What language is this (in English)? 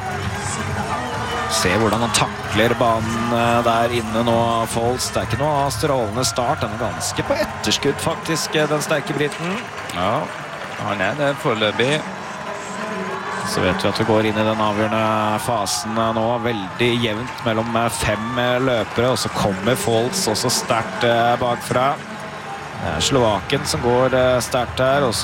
Norwegian